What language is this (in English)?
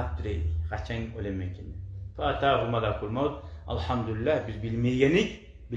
Kumyk